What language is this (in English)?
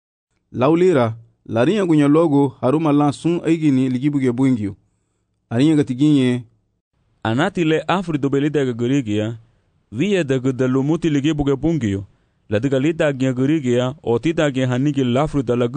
Garifuna